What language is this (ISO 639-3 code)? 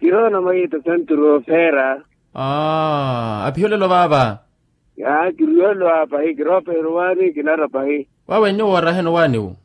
vmw